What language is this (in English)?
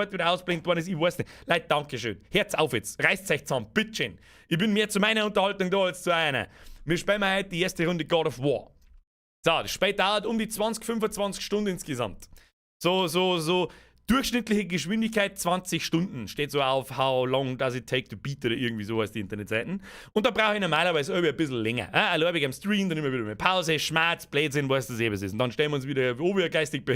Bavarian